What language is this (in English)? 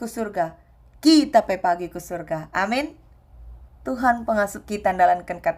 Batak Karo